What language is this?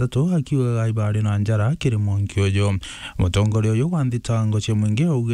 Meru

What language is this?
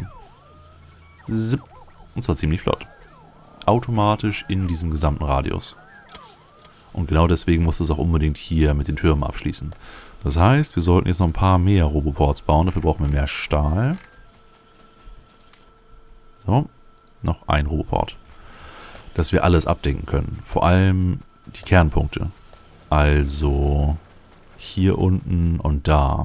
German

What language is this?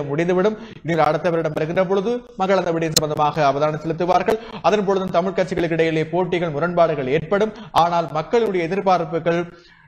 Tamil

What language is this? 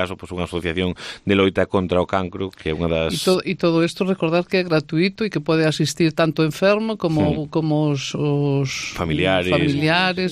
Galician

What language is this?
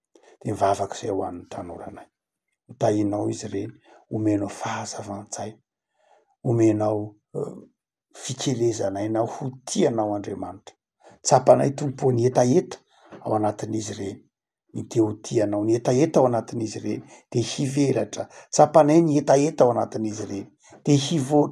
Malagasy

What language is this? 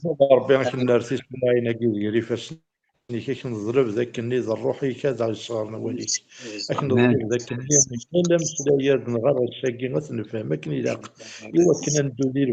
Kabyle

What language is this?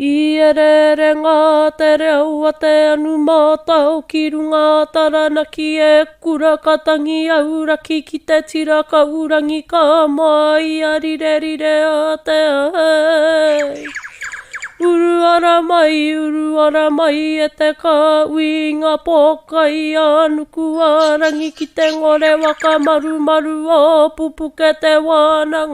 Māori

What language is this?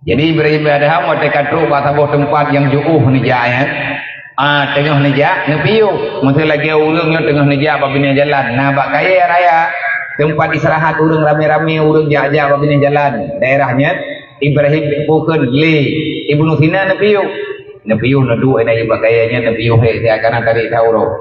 Achinese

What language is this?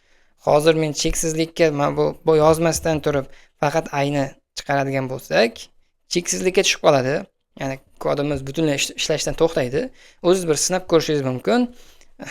Uzbek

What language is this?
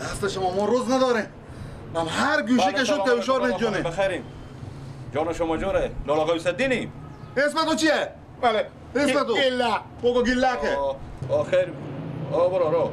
Persian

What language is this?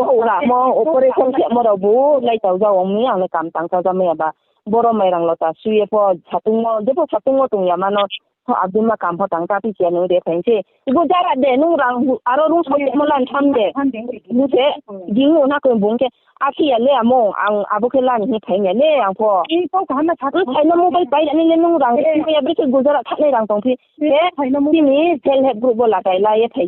Riang (India)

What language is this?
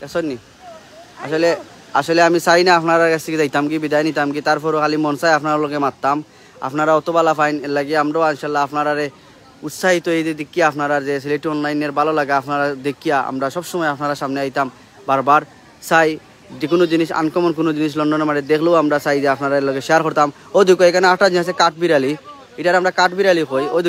Sylheti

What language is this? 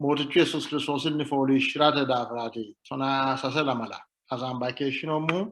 Sidamo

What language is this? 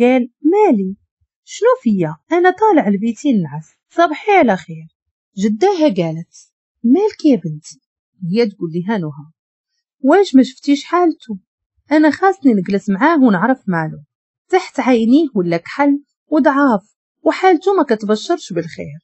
Moroccan Arabic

